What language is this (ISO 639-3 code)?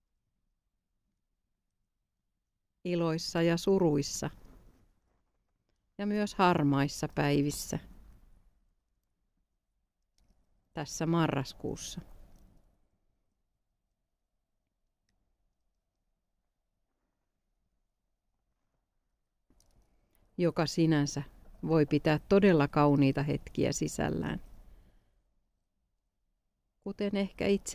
fin